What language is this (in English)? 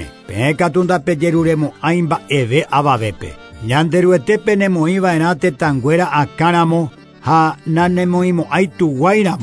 Guarani